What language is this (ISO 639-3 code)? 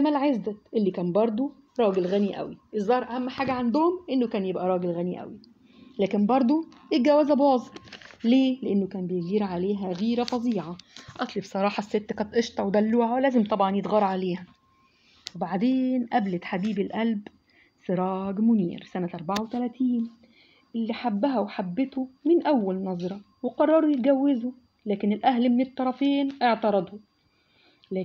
arz